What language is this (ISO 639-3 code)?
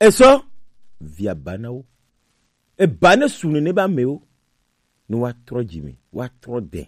gej